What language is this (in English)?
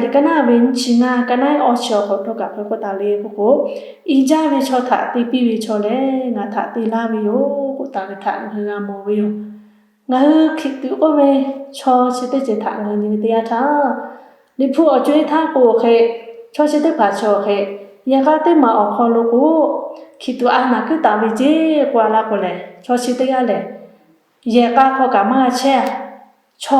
Lahu